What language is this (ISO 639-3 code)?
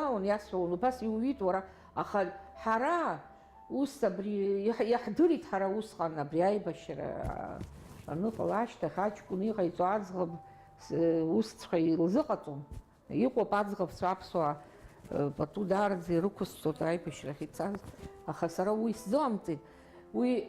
abk